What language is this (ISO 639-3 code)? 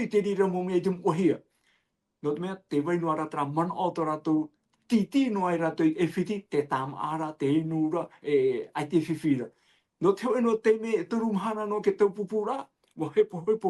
tah